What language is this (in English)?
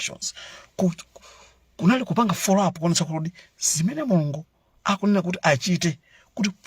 Nyanja